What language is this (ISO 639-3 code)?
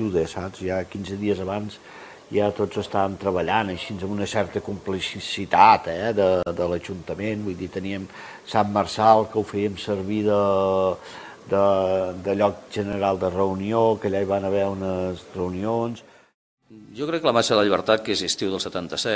cat